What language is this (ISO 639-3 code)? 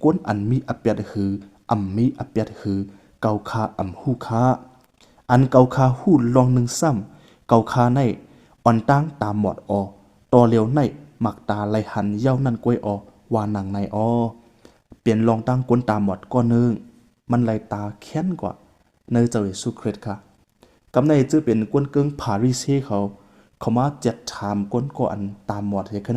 shn